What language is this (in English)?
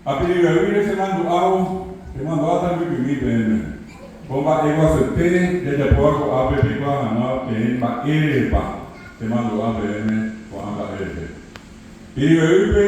Guarani